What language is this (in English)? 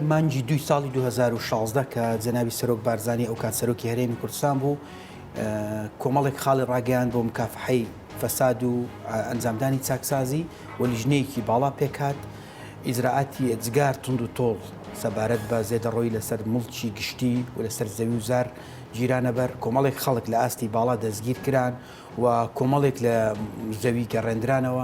Central Kurdish